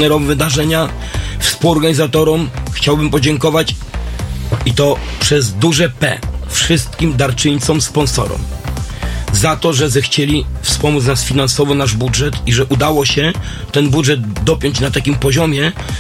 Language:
Polish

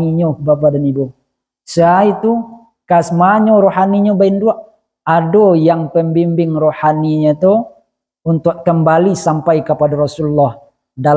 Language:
Minangkabau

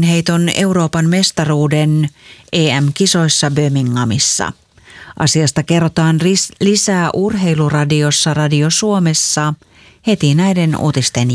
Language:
Finnish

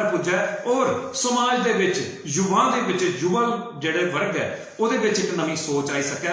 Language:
Dogri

